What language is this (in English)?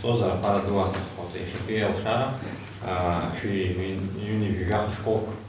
Abkhazian